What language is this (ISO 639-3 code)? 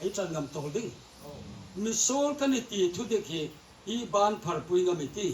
hmr